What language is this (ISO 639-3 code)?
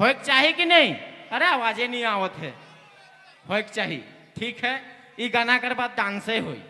sck